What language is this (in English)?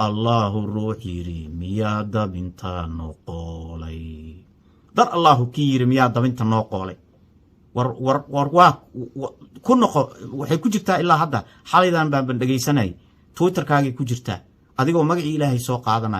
Somali